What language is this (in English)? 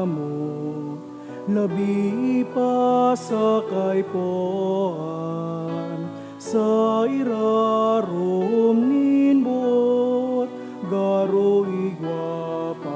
Bikol